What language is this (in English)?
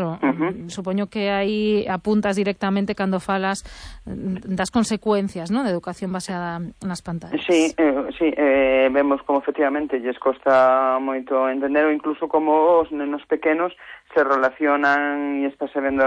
Galician